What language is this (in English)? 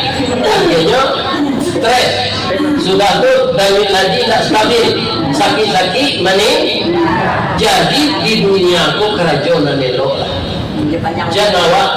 Minangkabau